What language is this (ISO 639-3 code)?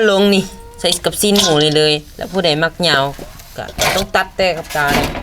lao